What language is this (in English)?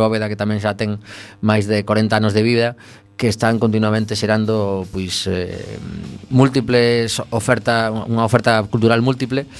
Galician